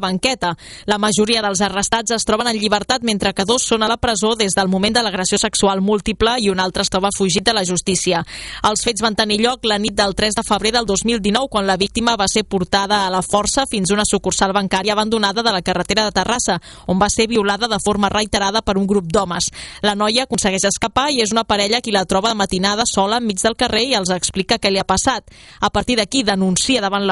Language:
Catalan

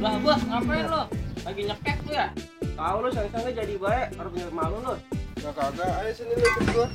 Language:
Betawi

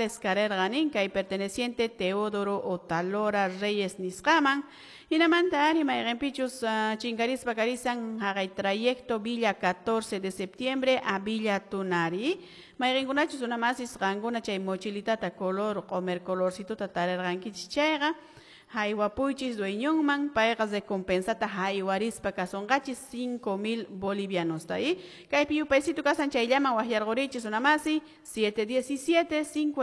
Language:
Quechua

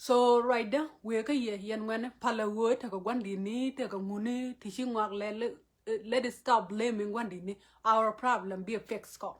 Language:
Nuer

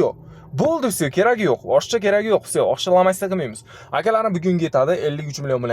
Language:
Uzbek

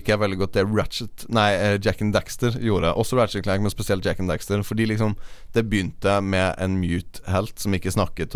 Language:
Norwegian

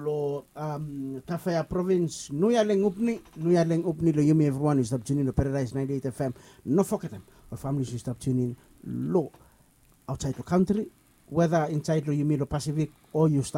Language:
Bislama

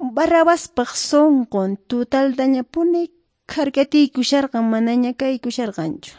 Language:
Quechua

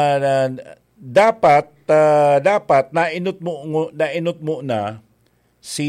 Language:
Bikol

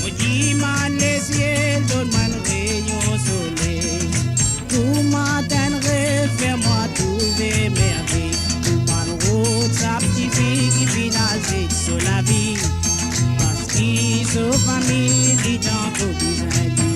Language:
Morisyen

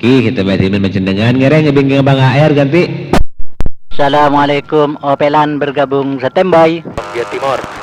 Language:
Madurese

